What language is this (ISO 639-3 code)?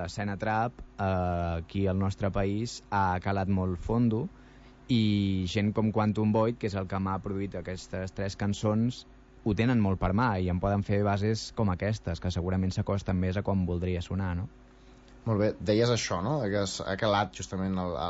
cat